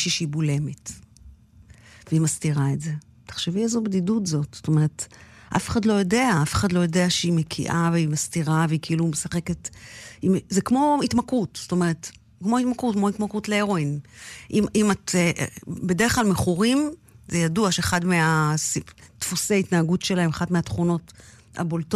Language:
Hebrew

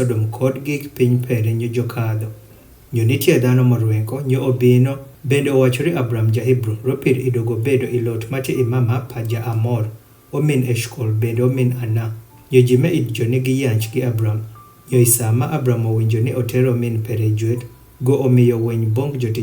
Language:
Adhola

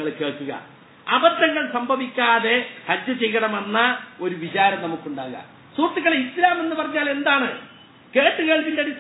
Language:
Malayalam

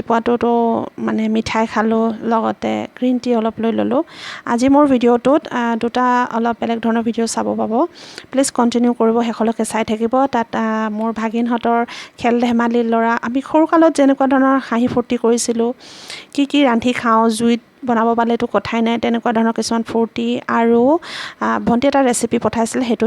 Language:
Assamese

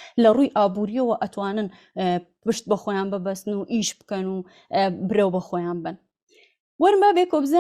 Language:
Central Kurdish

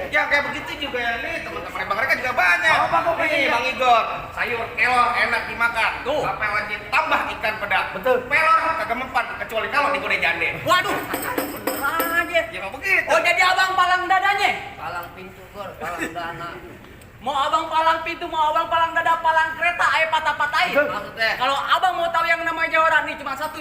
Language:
Betawi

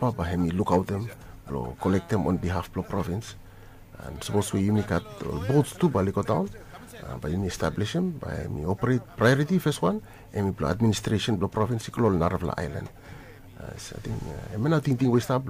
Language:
Bislama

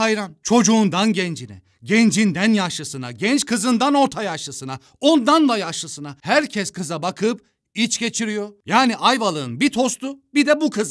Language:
Turkish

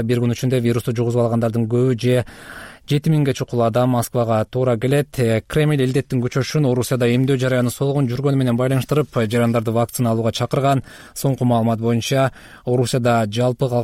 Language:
Kyrgyz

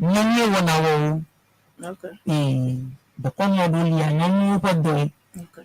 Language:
Ewe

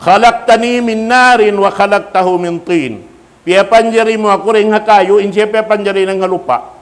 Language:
Tausug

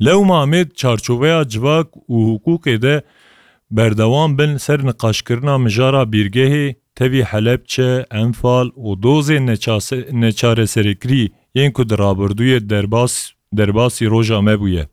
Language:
Kurdish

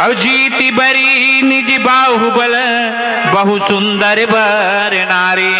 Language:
Chhattisgarhi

